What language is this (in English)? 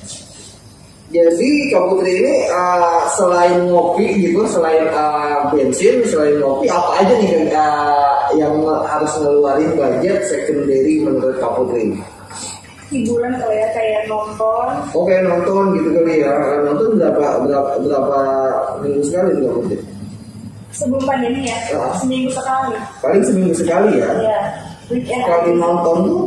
Indonesian